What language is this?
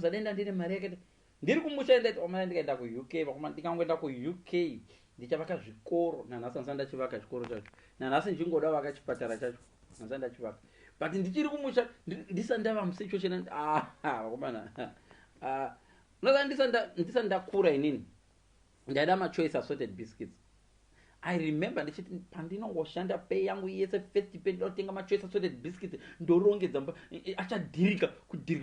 Shona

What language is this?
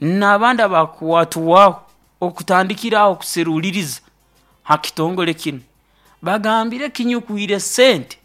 Nyoro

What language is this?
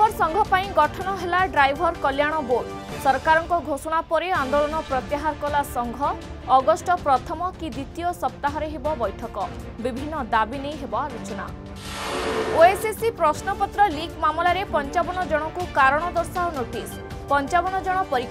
Odia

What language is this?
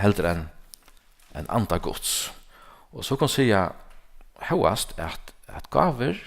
Faroese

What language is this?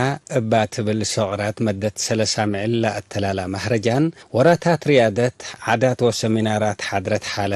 Tigre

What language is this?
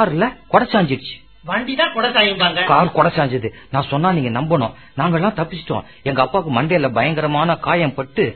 Tamil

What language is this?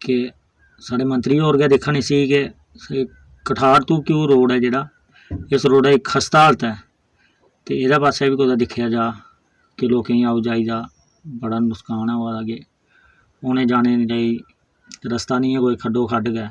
Dogri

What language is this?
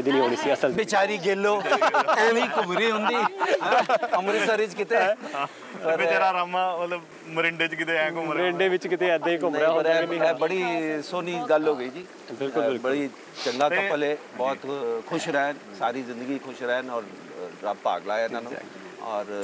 Punjabi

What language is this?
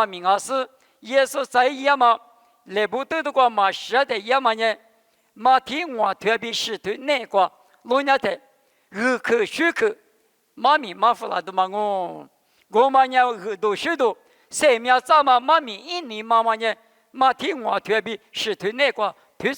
Lisu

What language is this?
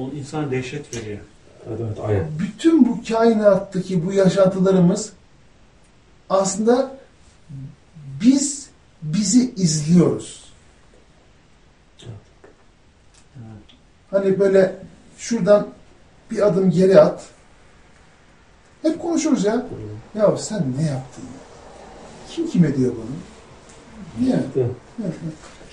Turkish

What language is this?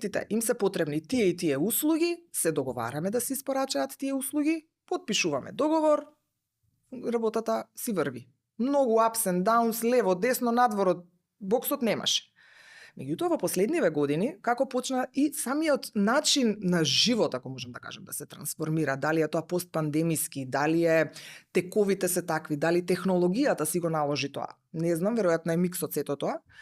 Macedonian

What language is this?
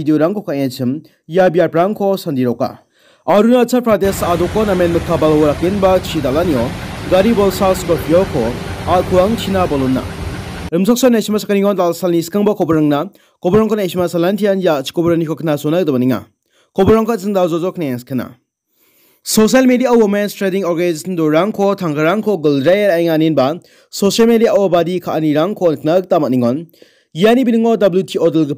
Garo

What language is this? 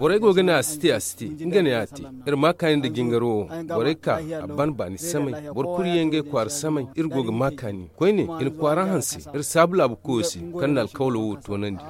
Zarma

